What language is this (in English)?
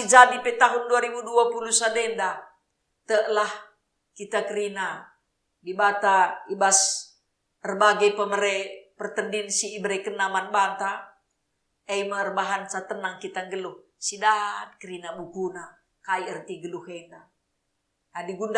Batak Karo